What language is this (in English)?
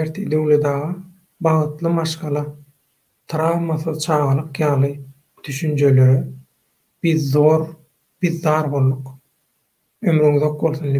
Turkmen